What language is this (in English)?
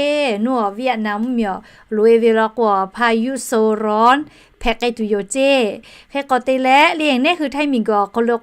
Lahu